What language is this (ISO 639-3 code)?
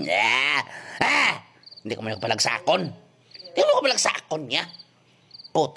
hil